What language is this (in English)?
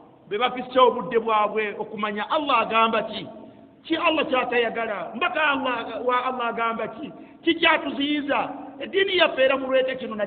Ganda